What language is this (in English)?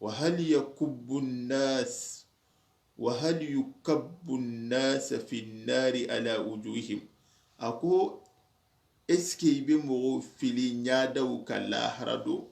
Soninke